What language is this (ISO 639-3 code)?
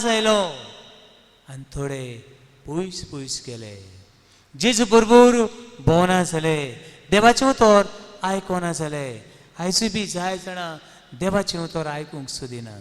kok